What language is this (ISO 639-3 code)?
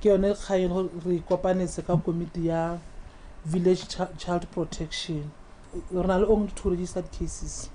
tsn